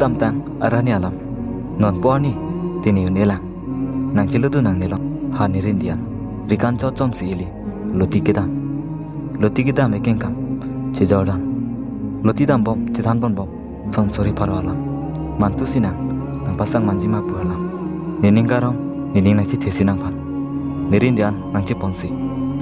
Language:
Karbi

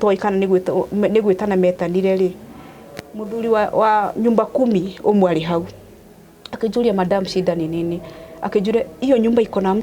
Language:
Kikuyu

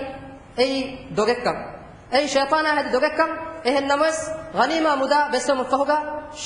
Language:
Divehi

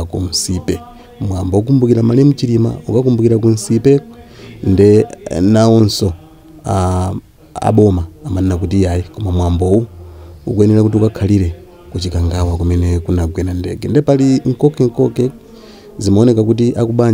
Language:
Nyanja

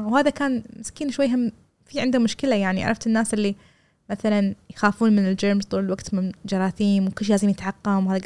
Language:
Gulf Arabic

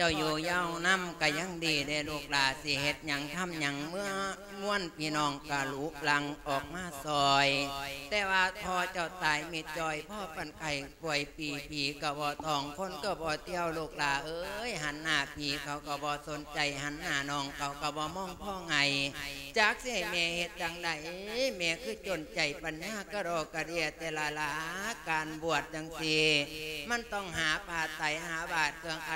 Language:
Lao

